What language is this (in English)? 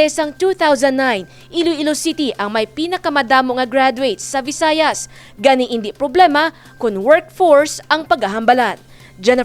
Hiligaynon